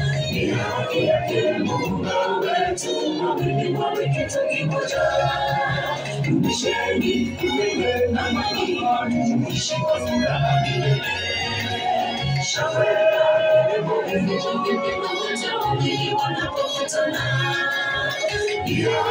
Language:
Swahili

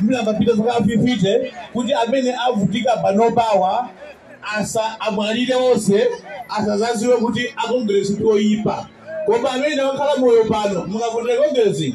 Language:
Nyanja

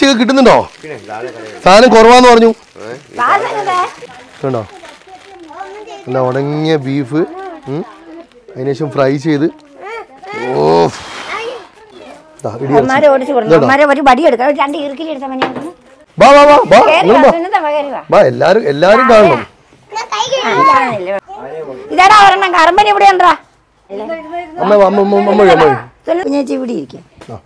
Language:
Malayalam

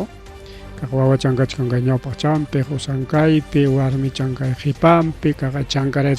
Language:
Ayacucho Quechua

